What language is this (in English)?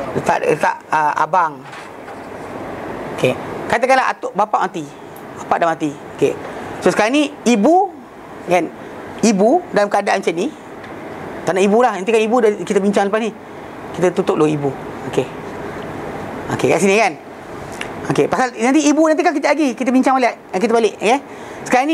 Malay